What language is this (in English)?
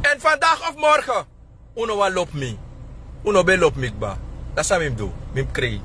Sranan Tongo